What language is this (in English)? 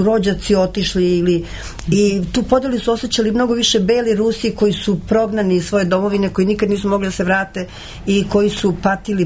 Serbian